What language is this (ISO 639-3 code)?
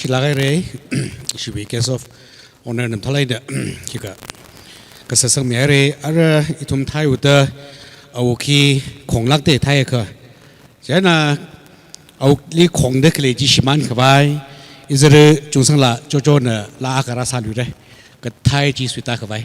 nmf